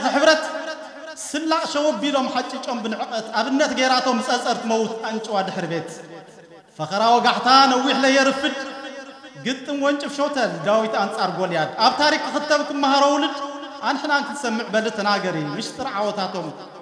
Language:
Tigrinya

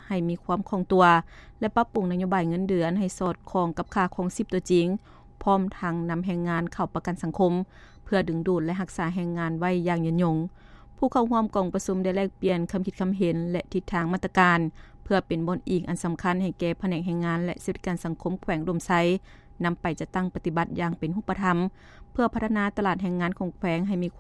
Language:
Lao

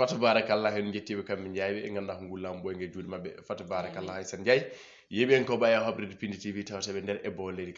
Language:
Fula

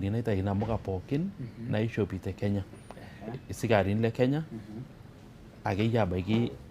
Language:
Masai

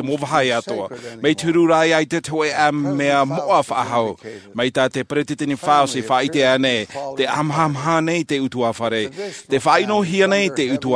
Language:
Tahitian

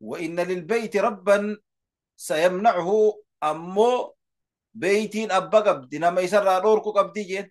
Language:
Oromo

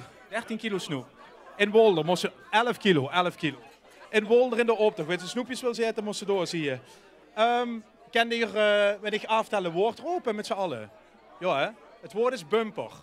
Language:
Limburgish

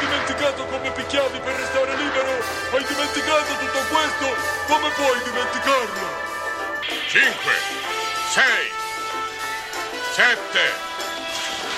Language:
Italian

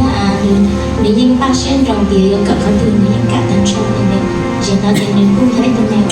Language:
Hmong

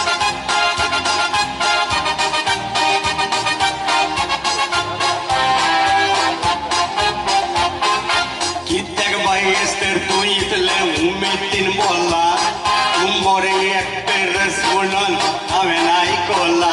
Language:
Konkani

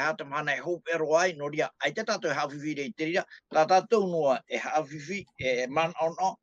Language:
Tahitian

